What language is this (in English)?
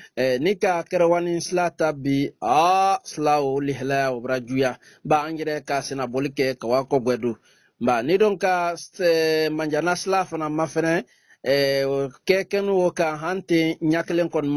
Bambara